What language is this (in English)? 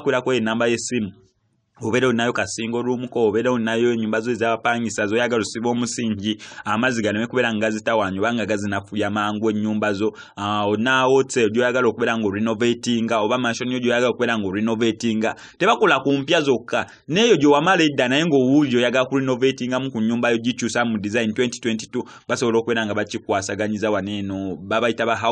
Ganda